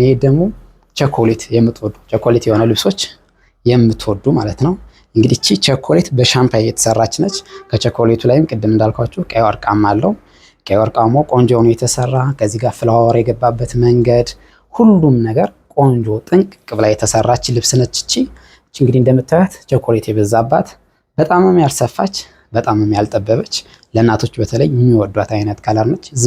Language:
Amharic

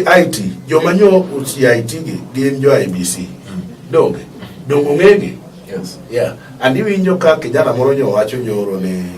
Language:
Luo (Kenya and Tanzania)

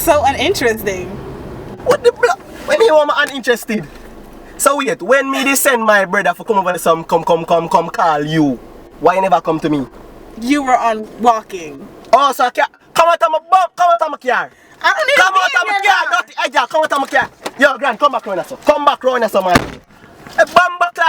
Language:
Jamaican Creole English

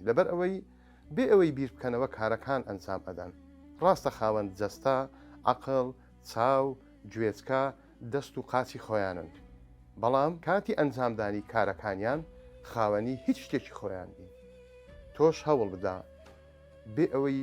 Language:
Central Kurdish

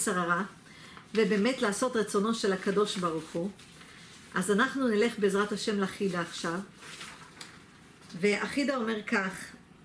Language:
Hebrew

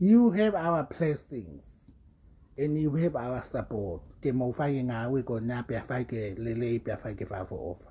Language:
Tongan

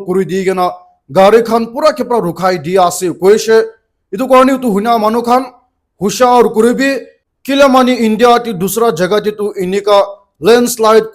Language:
Naga Pidgin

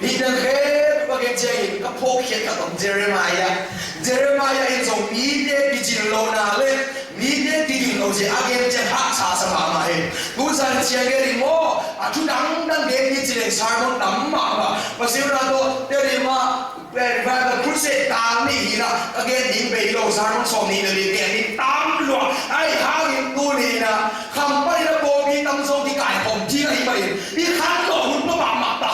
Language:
Tedim Chin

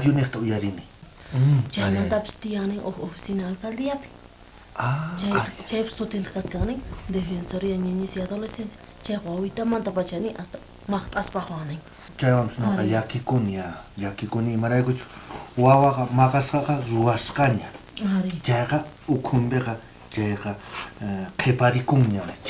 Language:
South Bolivian Quechua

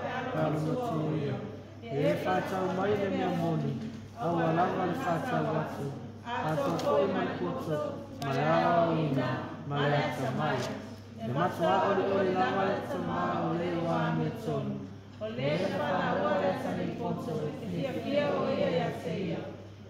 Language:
Samoan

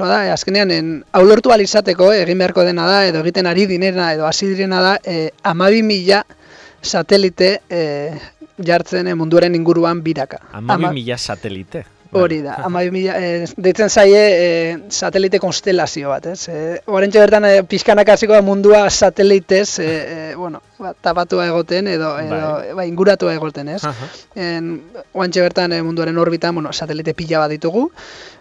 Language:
Basque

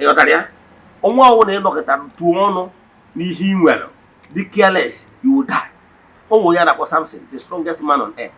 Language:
Igbo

